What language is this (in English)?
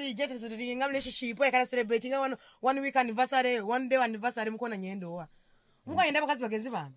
Nyoro